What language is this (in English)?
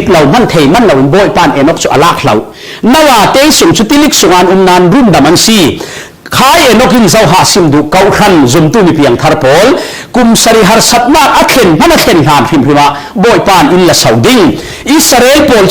Falam Chin